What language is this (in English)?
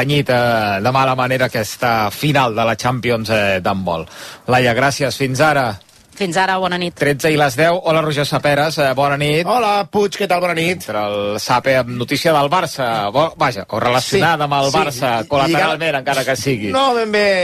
Catalan